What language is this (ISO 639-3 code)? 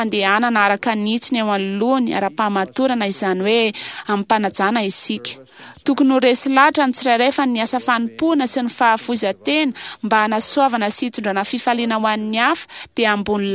mlg